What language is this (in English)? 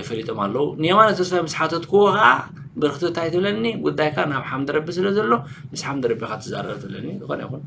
Tigrinya